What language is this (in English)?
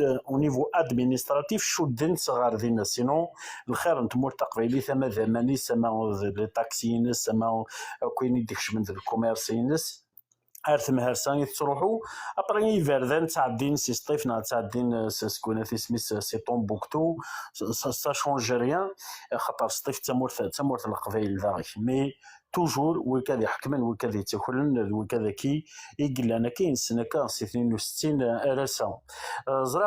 Kabyle